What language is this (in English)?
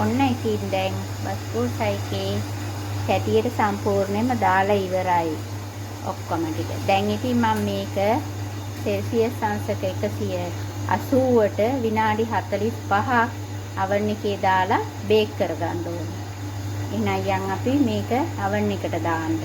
Sinhala